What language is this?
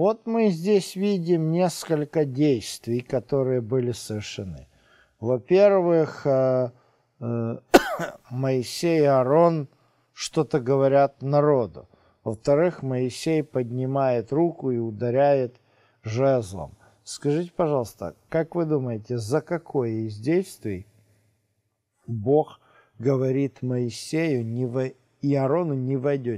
Russian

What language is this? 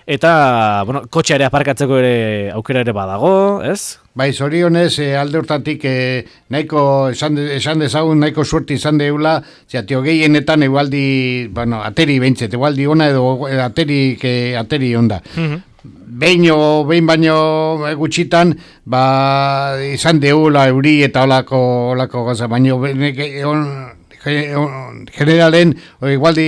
Basque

